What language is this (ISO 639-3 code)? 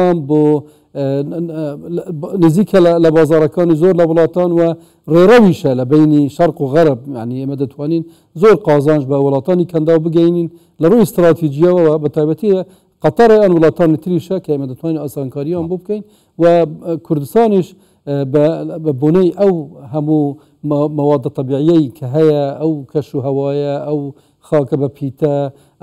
ckb